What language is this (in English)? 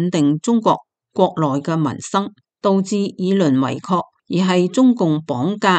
Cantonese